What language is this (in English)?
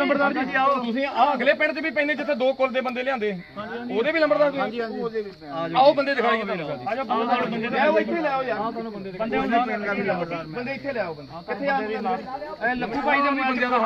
Punjabi